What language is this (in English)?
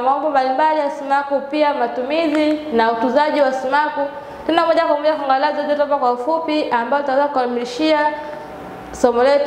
Swahili